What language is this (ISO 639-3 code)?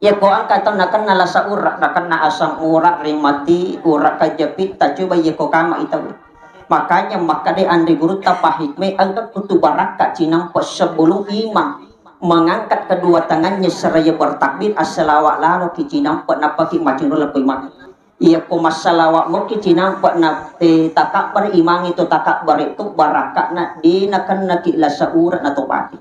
bug